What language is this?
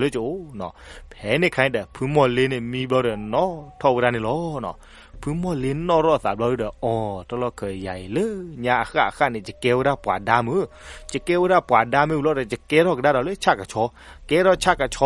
S'gaw Karen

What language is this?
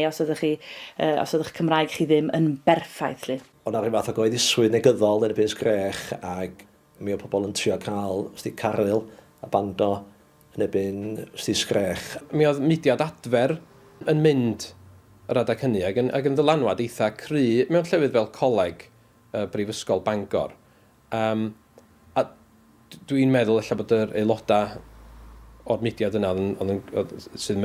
Welsh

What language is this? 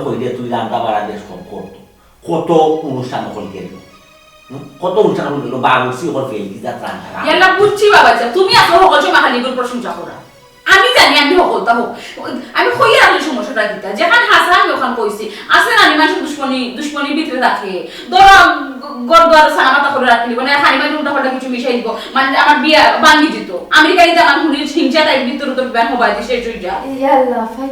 Sylheti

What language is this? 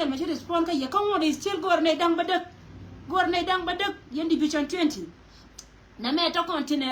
Nuer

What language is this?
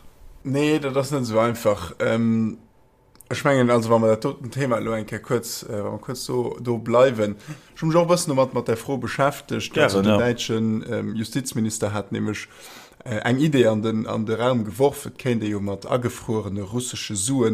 Luxembourgish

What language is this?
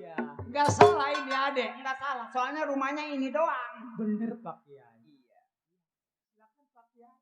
Betawi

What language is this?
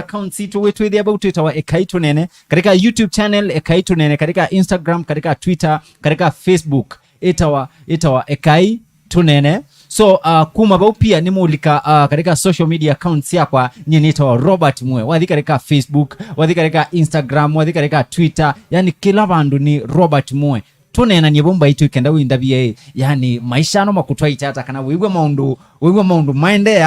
Kamba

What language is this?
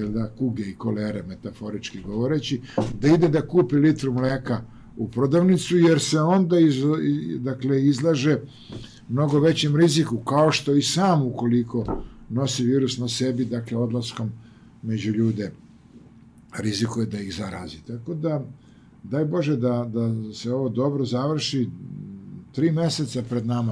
Serbian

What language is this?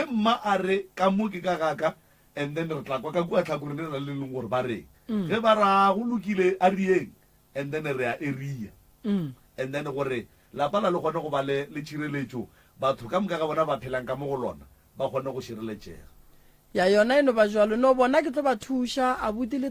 Northern Sotho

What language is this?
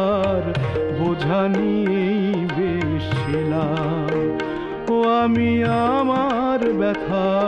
Bangla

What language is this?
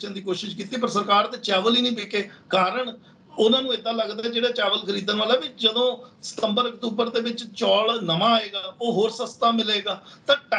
Punjabi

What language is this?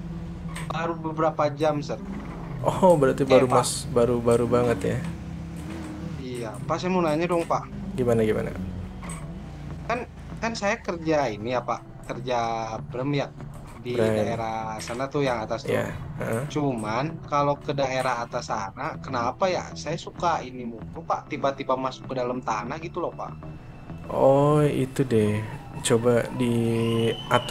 Indonesian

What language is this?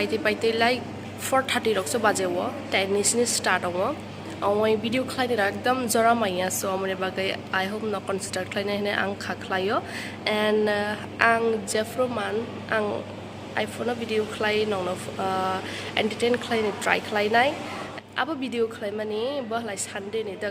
Kok Borok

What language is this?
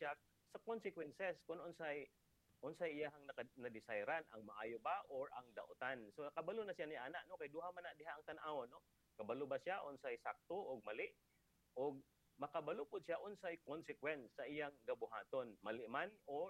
Cebuano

